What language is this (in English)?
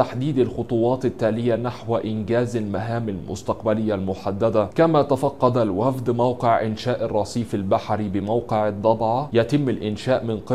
Arabic